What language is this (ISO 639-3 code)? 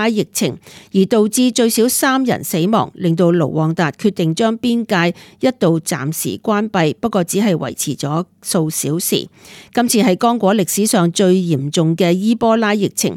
yue